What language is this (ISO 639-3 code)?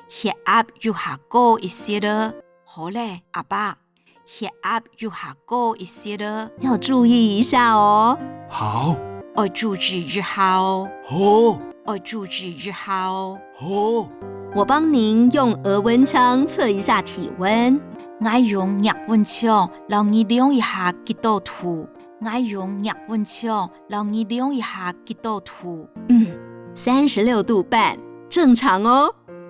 hak